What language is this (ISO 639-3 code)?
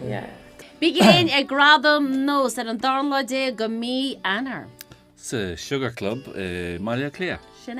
gle